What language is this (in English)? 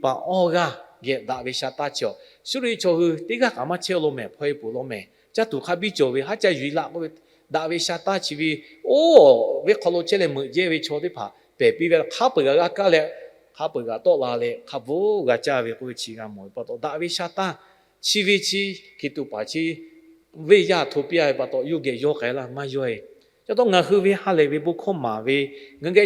Lahu